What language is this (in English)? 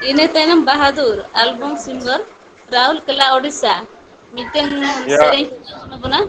Santali